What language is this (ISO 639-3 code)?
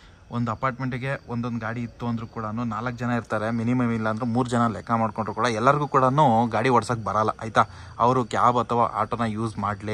kan